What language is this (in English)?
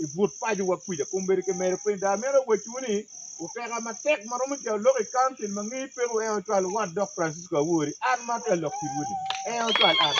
Acoli